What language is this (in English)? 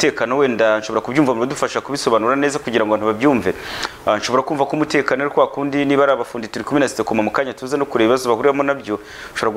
Kinyarwanda